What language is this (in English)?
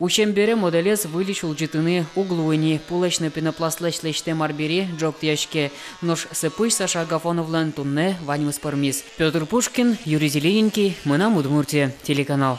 Udmurt